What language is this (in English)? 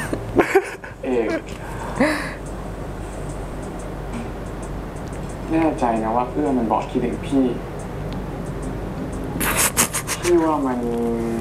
Thai